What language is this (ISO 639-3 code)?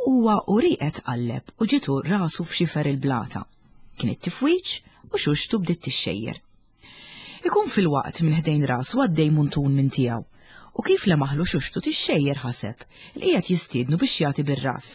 mlt